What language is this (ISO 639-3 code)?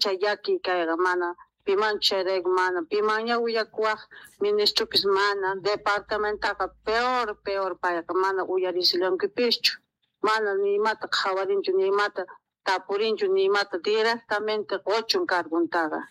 quh